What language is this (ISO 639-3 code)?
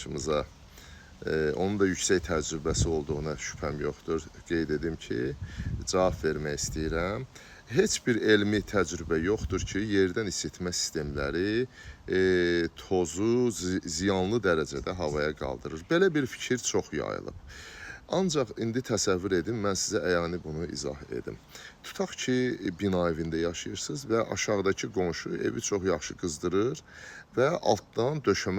aze